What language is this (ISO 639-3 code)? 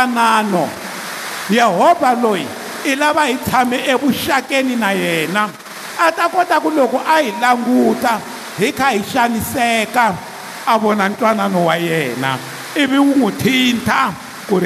tso